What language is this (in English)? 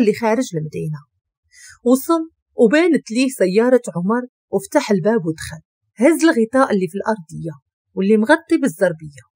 Moroccan Arabic